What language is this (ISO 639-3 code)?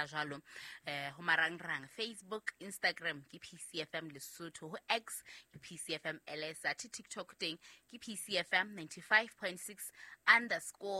sot